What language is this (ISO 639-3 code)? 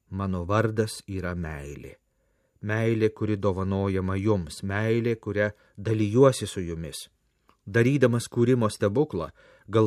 lit